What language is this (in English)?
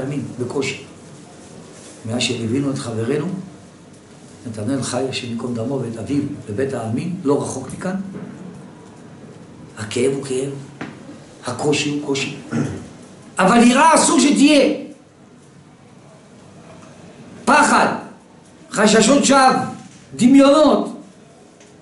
Hebrew